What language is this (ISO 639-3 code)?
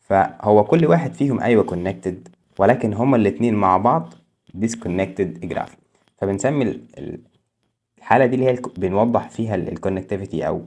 arz